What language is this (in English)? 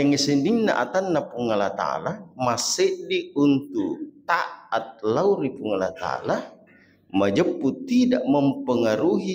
Buginese